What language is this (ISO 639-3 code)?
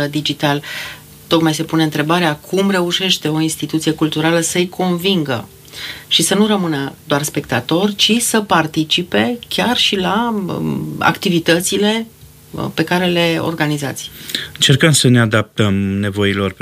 ron